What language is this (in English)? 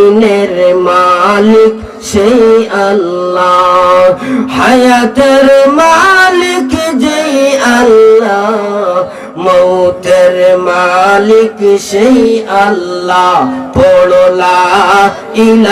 Sylheti